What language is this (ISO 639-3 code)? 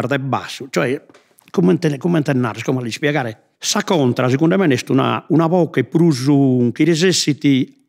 srd